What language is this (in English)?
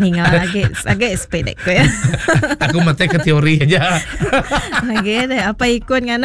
Iban